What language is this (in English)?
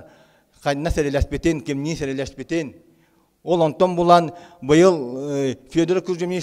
Yakut